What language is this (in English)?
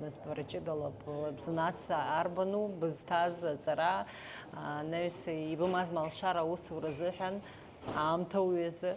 Abkhazian